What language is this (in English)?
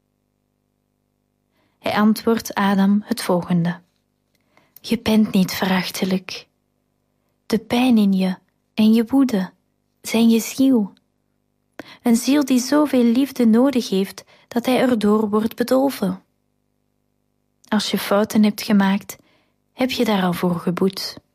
Dutch